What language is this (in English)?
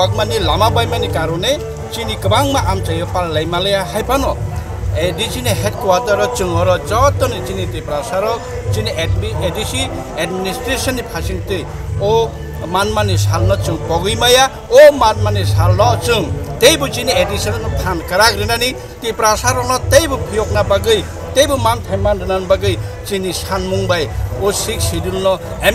Kok Borok